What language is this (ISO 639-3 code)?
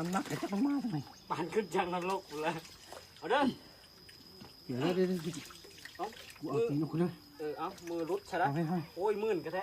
lao